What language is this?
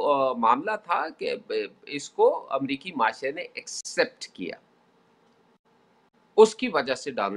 Urdu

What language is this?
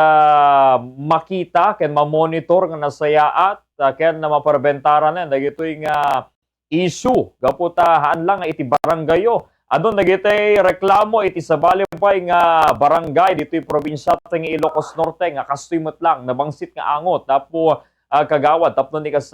Iloko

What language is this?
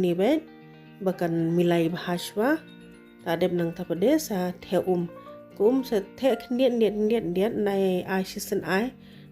Khasi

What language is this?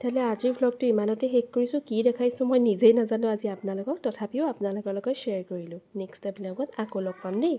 Assamese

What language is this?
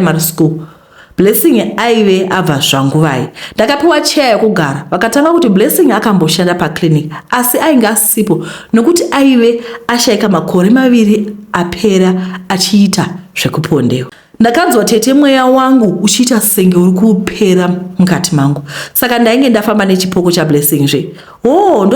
Shona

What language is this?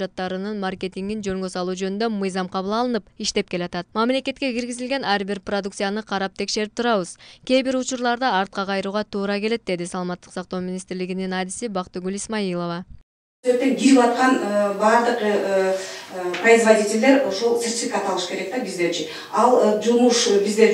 Kyrgyz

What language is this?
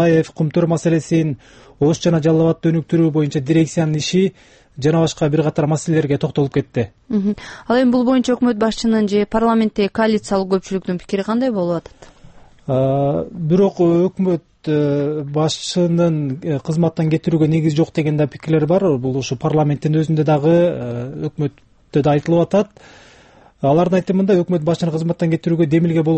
Kyrgyz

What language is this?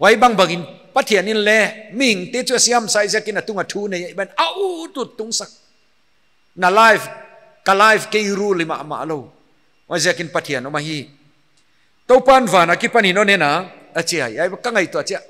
Paite Chin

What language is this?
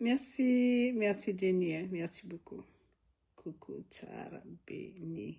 Malagasy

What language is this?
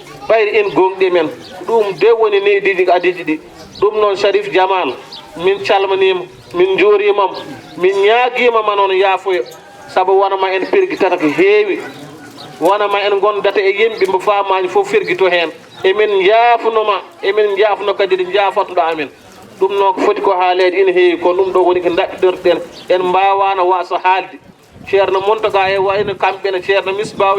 Fula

